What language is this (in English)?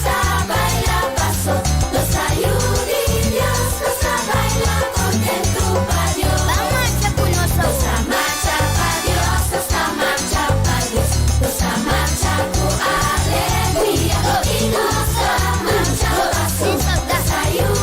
Papiamento